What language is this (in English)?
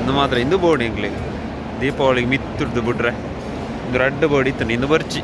Tulu